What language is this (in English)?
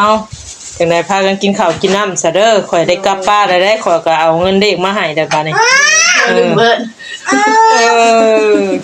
Northeastern Thai